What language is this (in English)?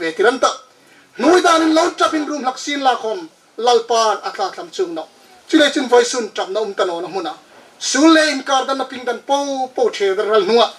Hmar